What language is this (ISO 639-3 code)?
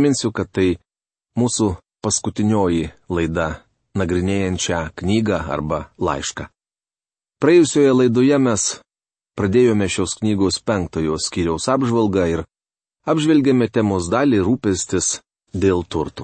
lit